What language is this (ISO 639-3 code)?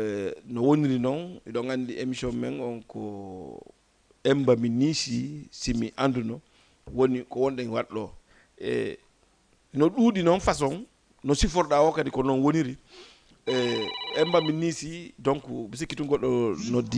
ful